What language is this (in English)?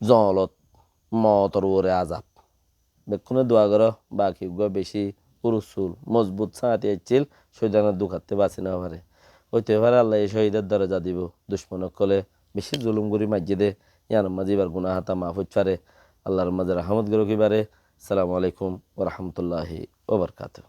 Rohingya